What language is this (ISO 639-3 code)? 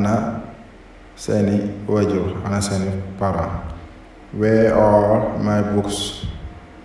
wol